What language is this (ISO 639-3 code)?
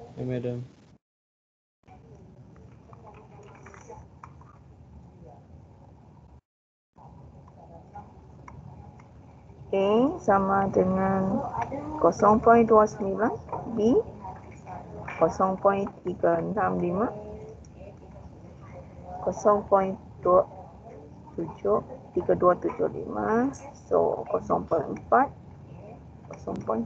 msa